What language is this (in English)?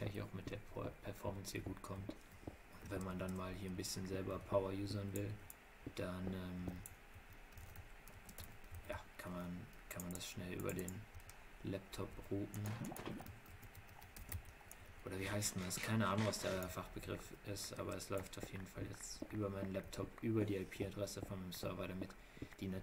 German